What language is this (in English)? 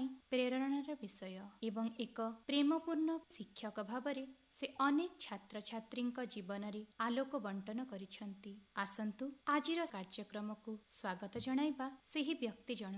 Odia